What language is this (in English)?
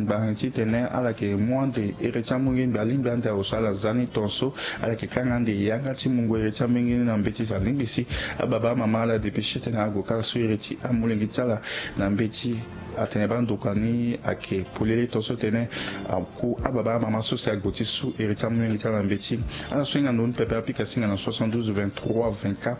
Sango